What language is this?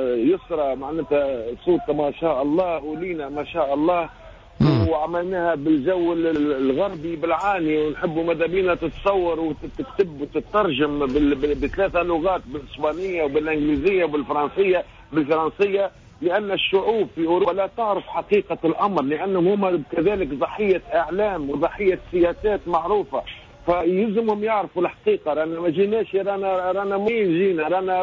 Tunisian Arabic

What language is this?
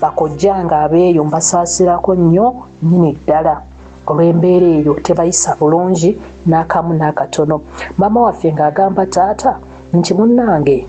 Ganda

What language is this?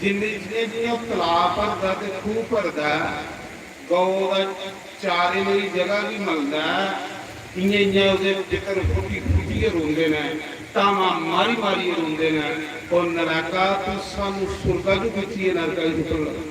Dogri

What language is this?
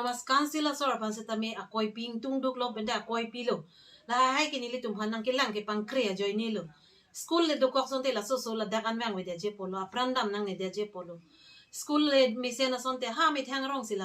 Karbi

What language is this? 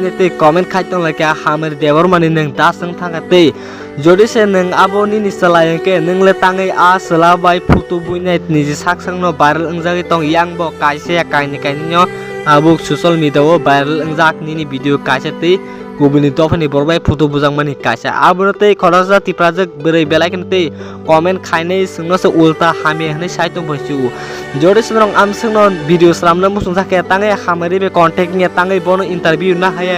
Kok Borok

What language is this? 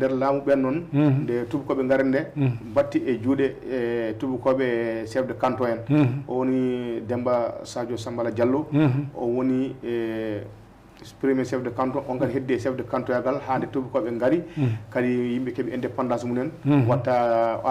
Fula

